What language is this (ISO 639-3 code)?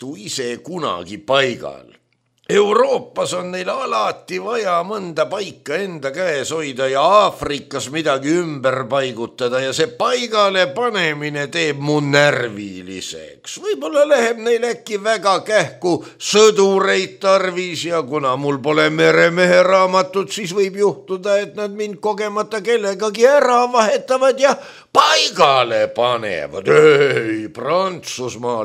est